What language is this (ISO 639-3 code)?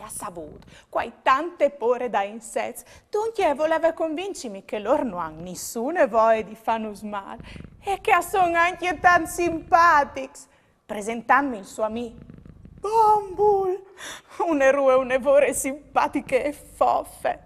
fur